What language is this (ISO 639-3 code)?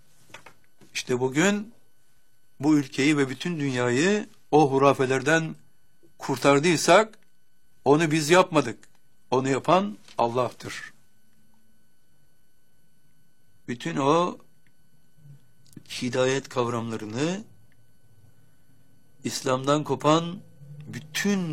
tur